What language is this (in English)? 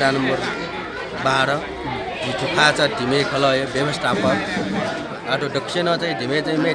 Newari